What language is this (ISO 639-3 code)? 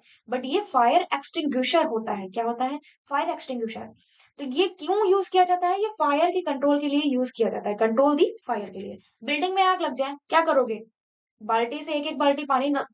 hin